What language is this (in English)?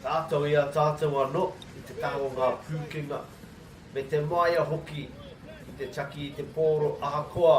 Māori